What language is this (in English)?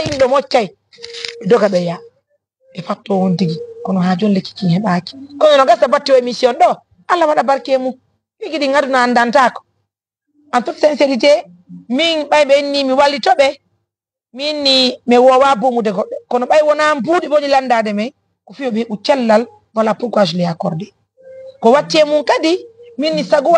Fula